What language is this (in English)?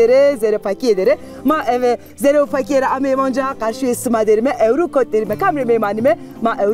Zaza